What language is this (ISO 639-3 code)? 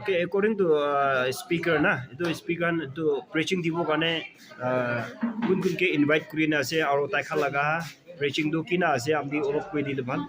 nag